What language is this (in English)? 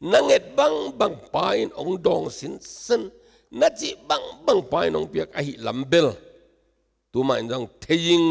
Tedim Chin